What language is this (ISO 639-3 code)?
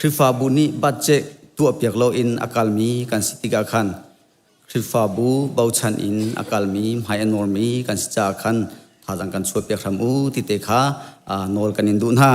cnh